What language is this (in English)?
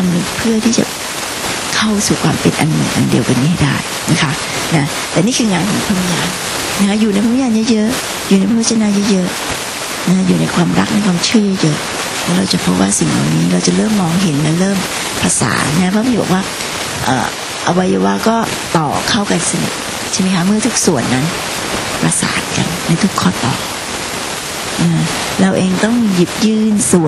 Thai